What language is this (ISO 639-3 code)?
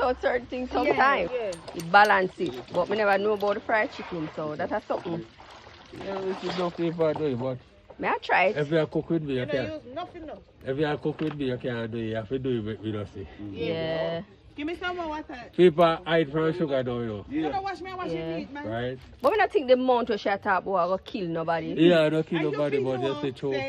jam